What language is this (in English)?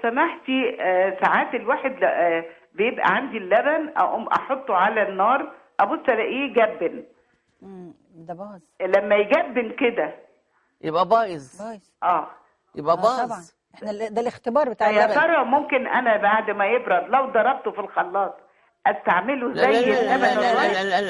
Egyptian Arabic